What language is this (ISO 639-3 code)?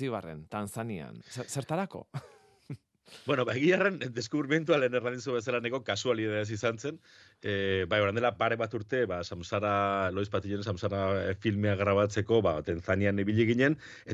eus